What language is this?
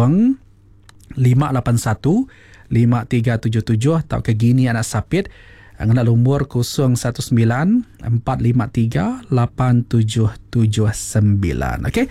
Iban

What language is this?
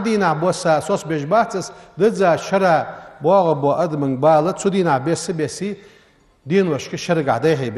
Ingush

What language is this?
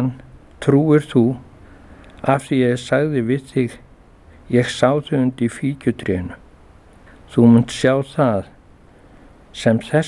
Icelandic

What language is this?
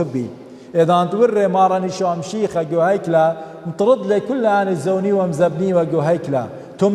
Assyrian Neo-Aramaic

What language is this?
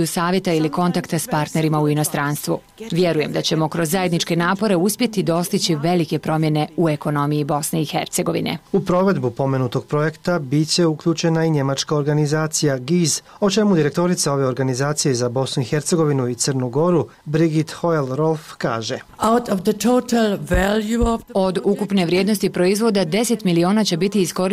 Croatian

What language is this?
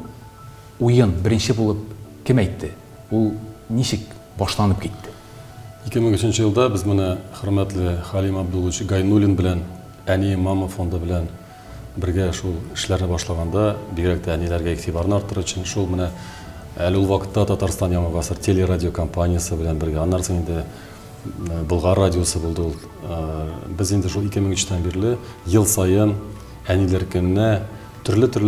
Tatar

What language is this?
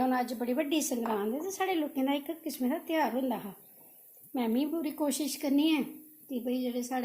Dogri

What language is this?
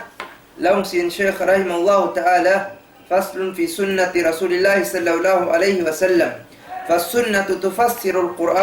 Tausug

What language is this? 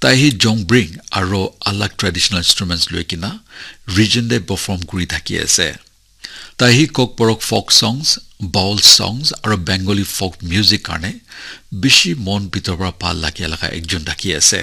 Naga Pidgin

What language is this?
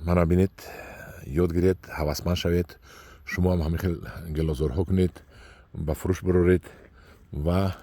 Tajik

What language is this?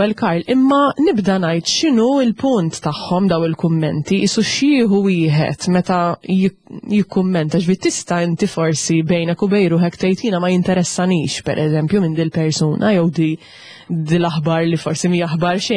Maltese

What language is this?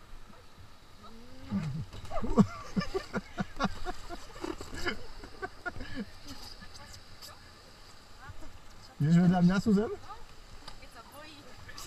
Slovak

